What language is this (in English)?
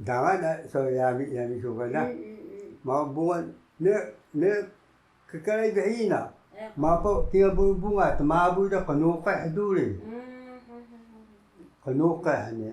Taroko